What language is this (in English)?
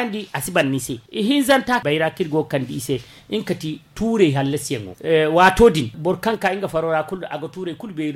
Zarma